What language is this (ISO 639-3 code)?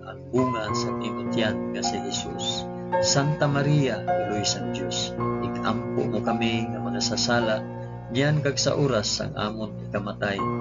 hil